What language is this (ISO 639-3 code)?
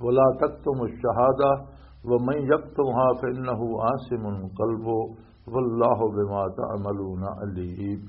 lah